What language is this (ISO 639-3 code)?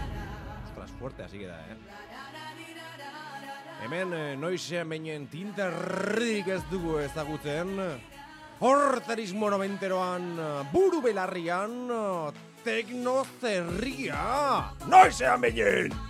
eus